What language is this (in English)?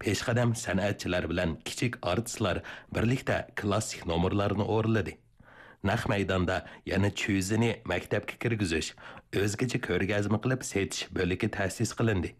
Uyghur